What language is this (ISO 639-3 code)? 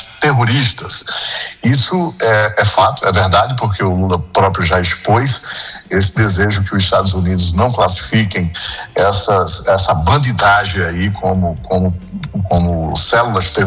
por